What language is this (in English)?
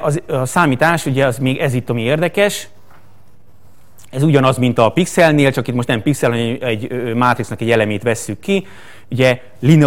Hungarian